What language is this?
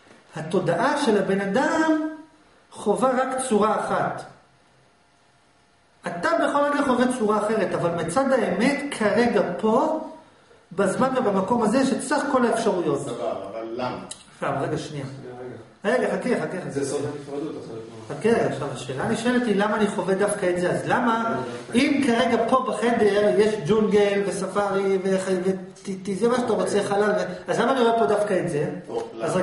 Hebrew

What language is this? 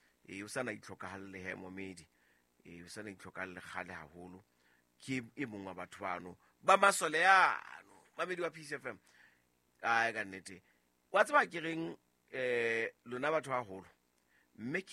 Southern Sotho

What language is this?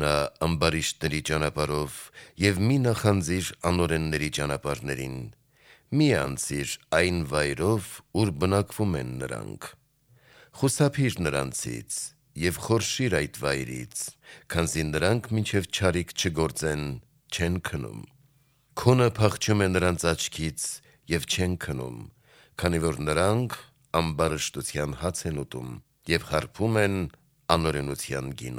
Armenian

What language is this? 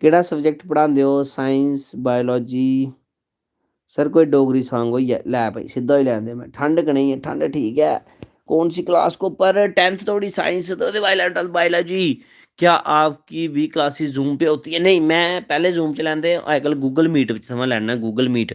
Dogri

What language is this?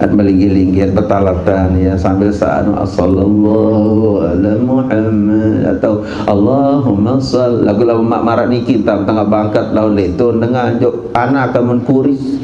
Sasak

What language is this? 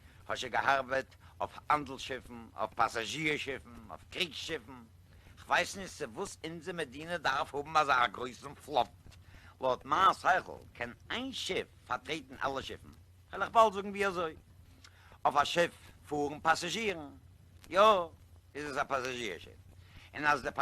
Yiddish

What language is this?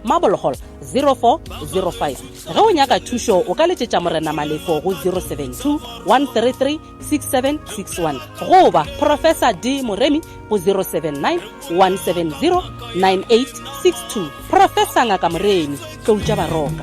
Northern Sotho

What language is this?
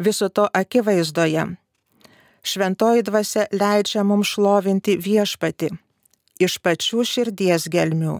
Lithuanian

